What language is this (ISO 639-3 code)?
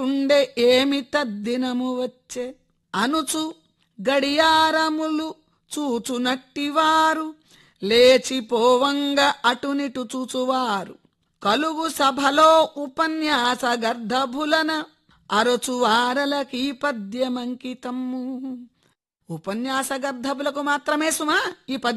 tel